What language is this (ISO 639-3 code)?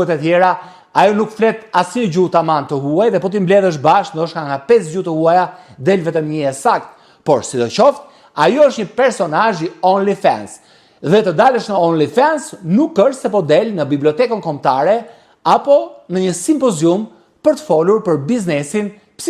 sqi